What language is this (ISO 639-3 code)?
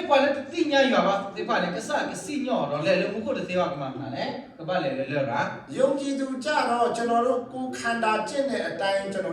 ksw